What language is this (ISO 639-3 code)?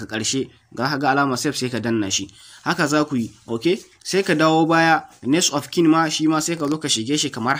hau